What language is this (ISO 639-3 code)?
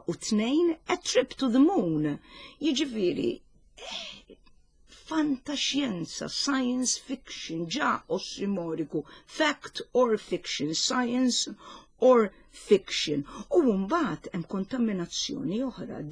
mlt